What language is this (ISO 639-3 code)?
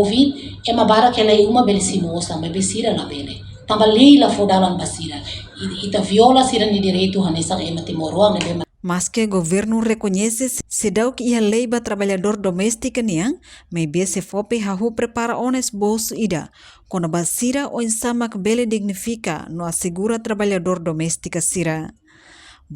tet